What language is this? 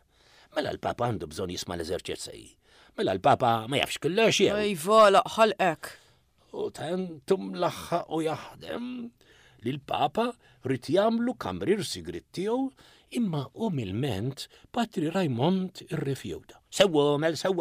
Maltese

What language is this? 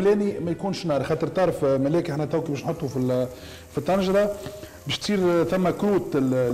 Tunisian Arabic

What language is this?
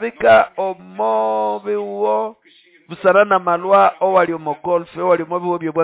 Nande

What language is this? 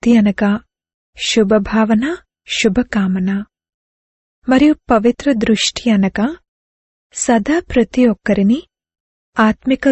Telugu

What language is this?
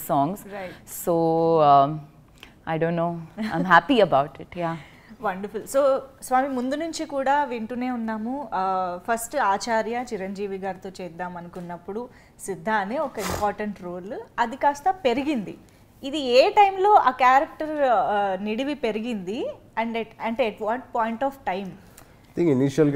Telugu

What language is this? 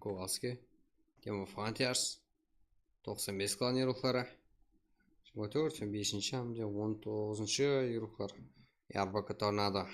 Kara-Kalpak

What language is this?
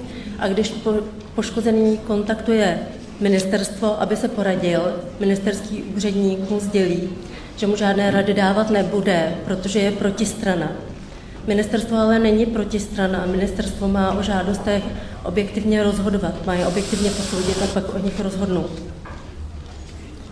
Czech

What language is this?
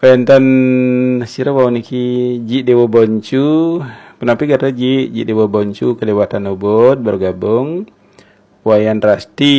Balinese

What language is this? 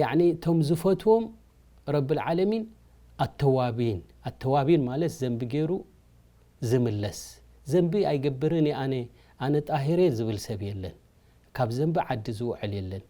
Tigrinya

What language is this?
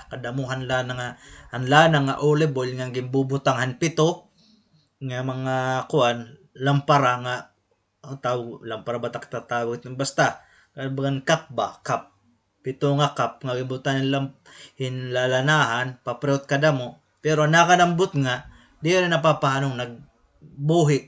Waray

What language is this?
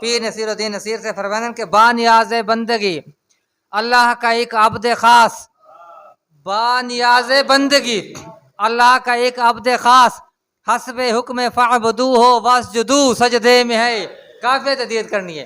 Saraiki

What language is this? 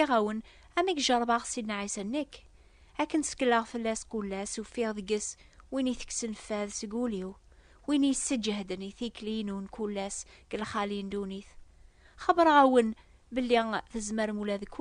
Kabyle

